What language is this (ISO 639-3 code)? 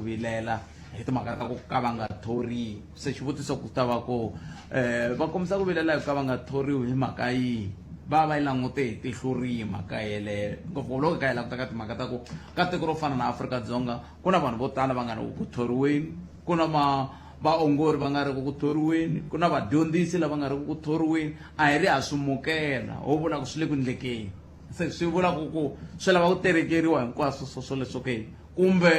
tso